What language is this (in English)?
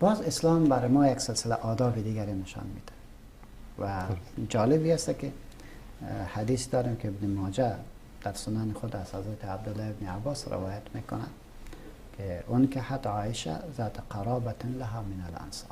Persian